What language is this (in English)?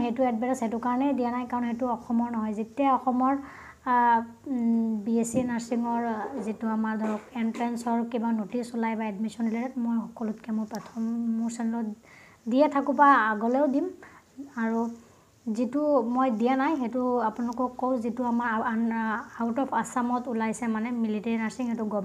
Assamese